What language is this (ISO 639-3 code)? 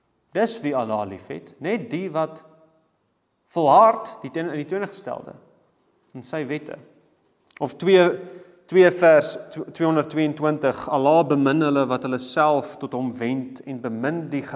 afr